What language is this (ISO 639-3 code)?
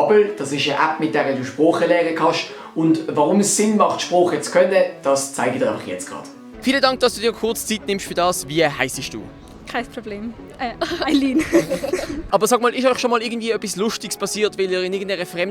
gsw